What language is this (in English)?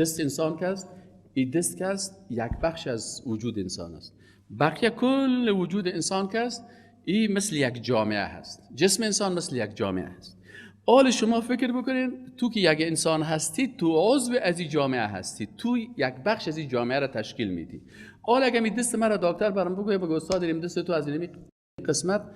Persian